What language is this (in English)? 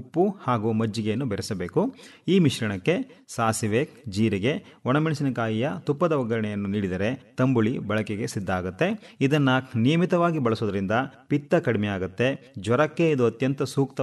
Kannada